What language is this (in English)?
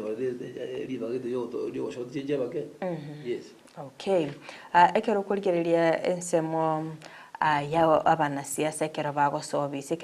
Gusii